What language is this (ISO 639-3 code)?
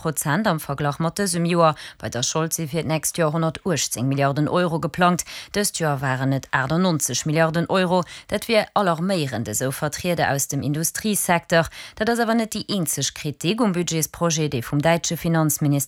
ltz